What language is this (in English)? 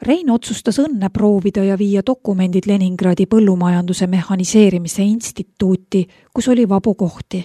Estonian